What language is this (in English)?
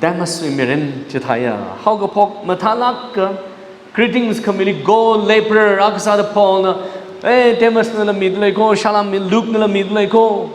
Tangkhul Naga (India)